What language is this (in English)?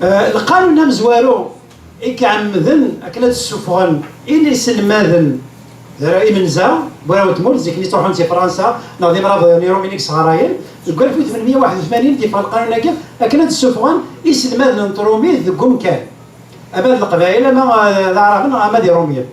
Kabyle